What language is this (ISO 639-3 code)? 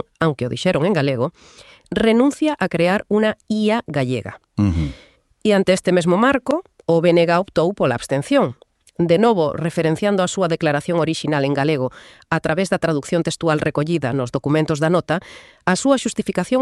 glg